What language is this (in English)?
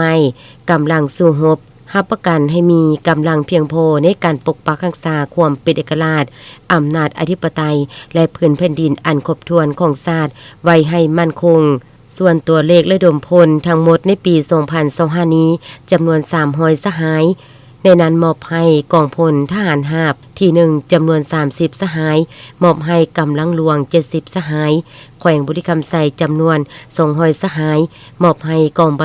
Lao